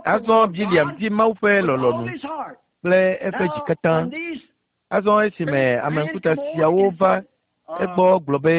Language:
Ewe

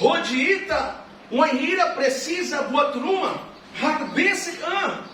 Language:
Tetum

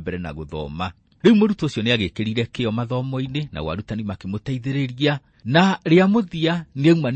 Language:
Kikuyu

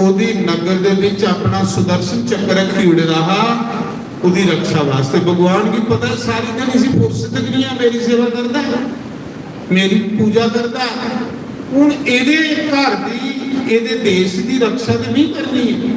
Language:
Dogri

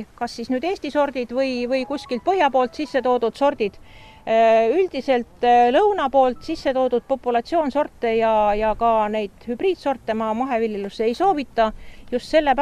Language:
Estonian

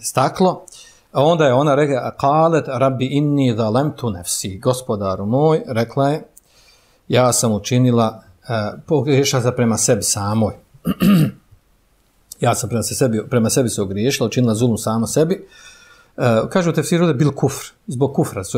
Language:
Bosnian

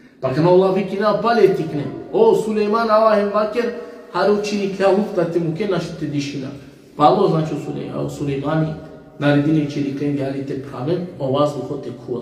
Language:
Balkan Romani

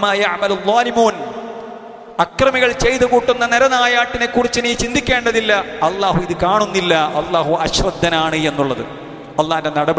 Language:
Malayalam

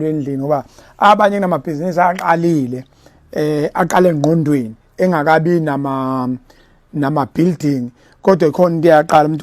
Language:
Zulu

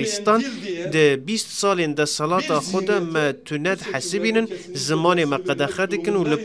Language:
Kurdish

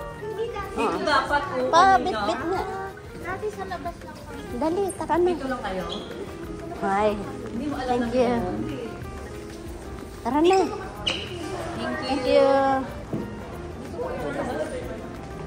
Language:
Filipino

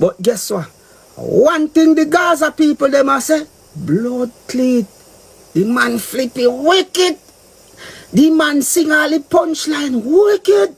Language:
Jamaican Creole English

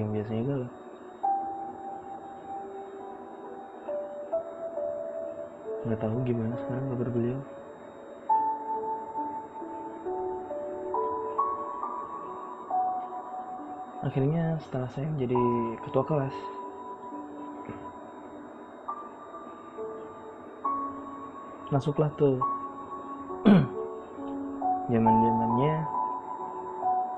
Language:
Indonesian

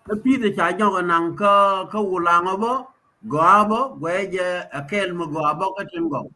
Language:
Nuer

